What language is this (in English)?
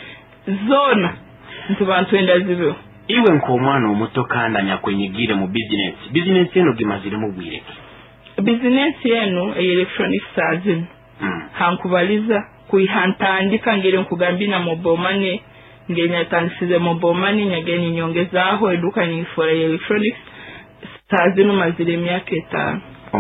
Nyoro